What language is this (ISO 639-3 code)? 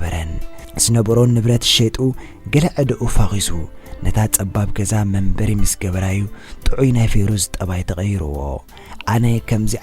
tir